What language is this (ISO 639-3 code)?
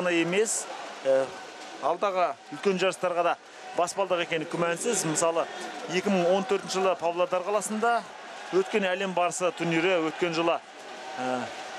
kaz